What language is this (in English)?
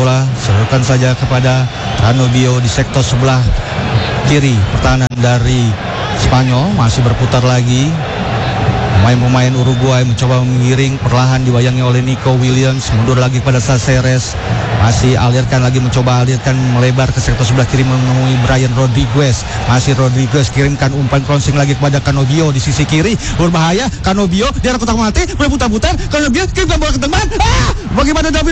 Indonesian